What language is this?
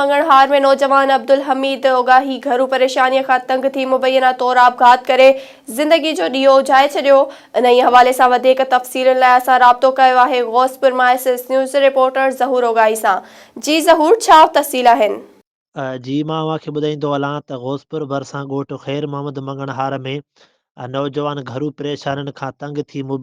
Sindhi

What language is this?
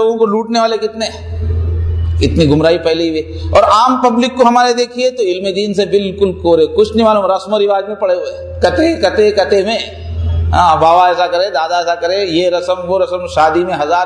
Urdu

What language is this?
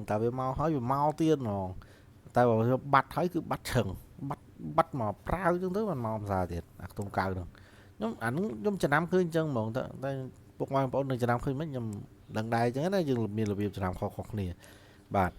Khmer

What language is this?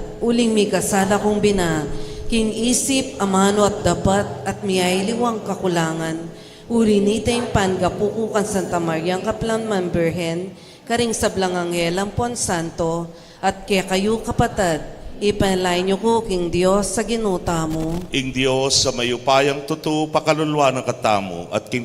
Pampanga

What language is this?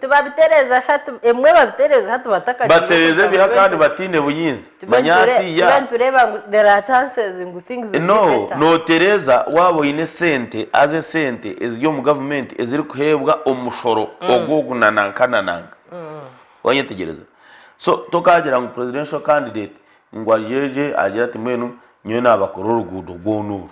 Nyankole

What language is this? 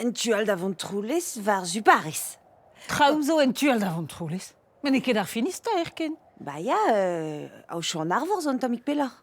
Breton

